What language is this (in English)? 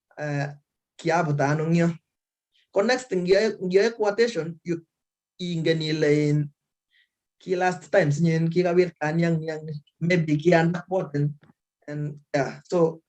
Kalenjin